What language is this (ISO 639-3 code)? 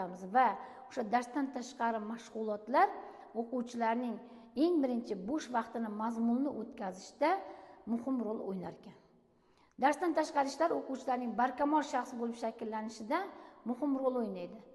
uzb